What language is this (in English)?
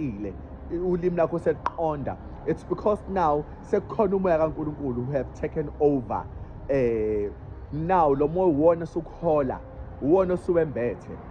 Zulu